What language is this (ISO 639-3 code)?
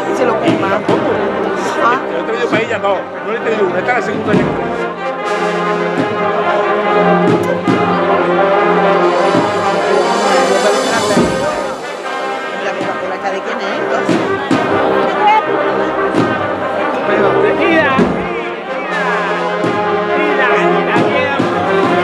spa